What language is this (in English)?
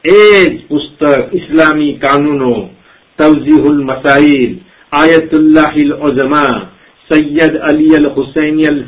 Gujarati